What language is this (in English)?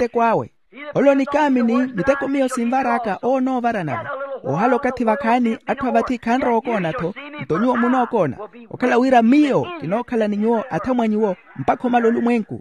Makhuwa